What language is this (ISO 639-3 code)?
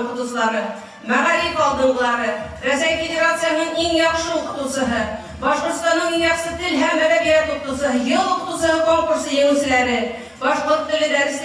bak